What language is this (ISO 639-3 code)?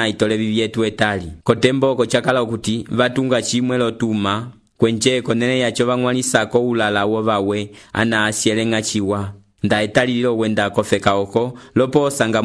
umb